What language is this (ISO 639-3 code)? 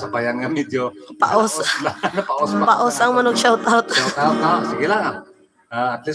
hil